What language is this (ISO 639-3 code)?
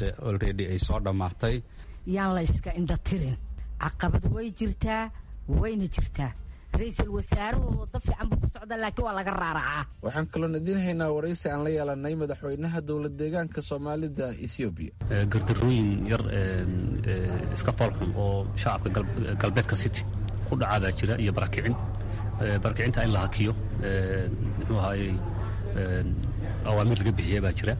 som